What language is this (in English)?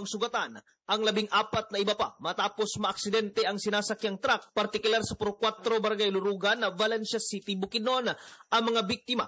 Filipino